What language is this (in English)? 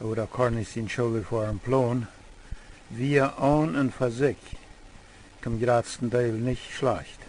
Plautdietsch